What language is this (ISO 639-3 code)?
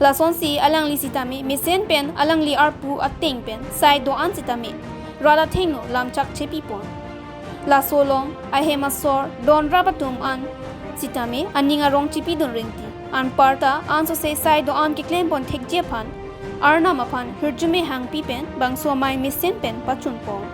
mjw